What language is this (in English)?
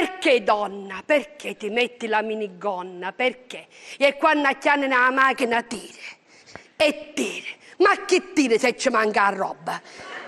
Sicilian